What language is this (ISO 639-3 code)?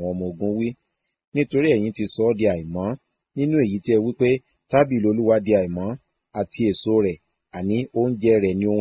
yor